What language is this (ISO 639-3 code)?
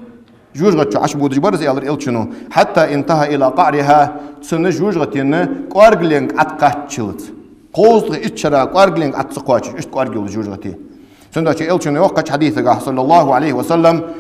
inh